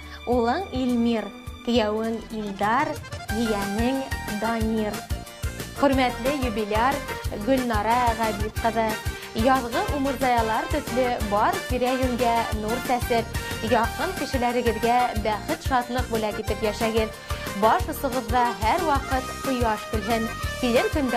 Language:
Bashkir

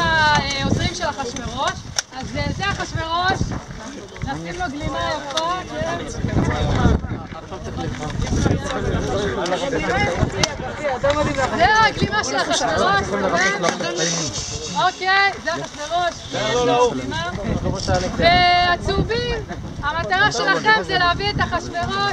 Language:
Hebrew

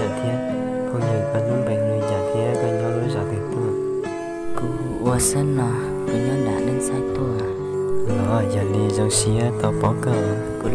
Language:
Hmong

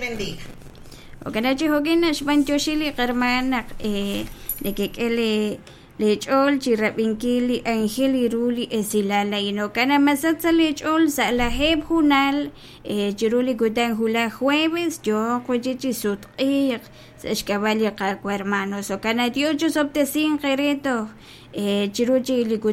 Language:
Kekchí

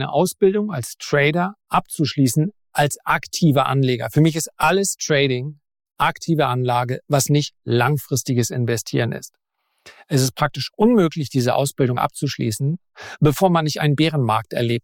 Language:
German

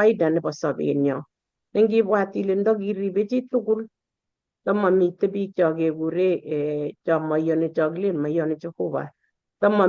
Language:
Kalenjin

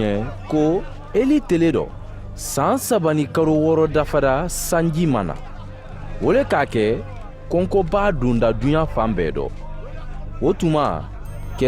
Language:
Mandingo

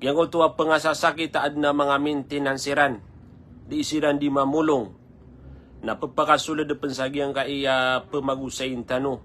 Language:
Maranao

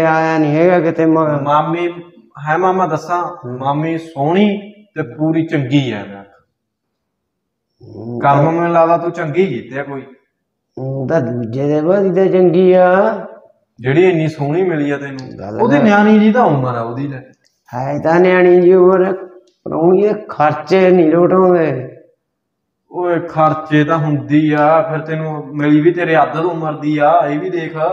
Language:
Punjabi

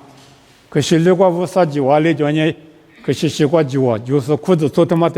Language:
Lisu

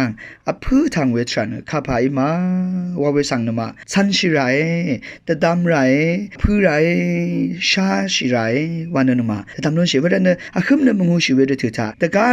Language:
Rawang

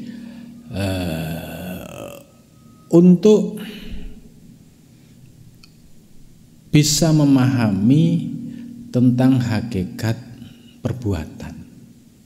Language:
Indonesian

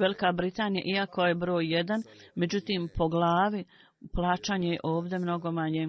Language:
Bosnian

